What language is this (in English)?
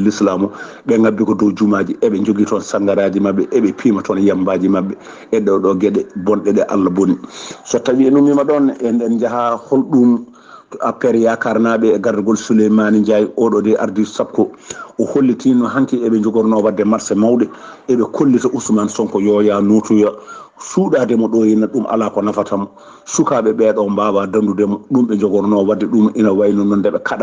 Fula